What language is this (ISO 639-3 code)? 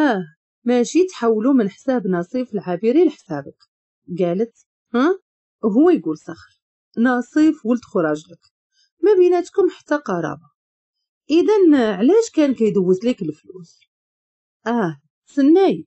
ary